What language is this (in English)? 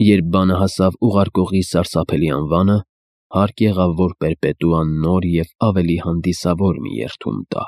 Armenian